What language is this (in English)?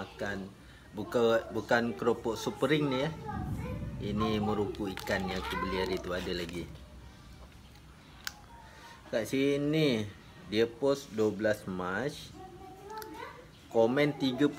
Malay